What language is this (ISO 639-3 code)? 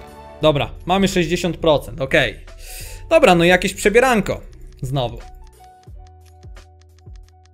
pol